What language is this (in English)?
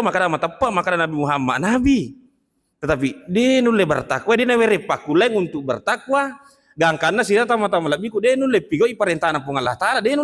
Buginese